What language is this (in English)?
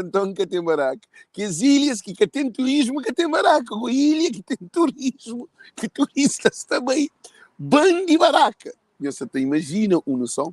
Kabuverdianu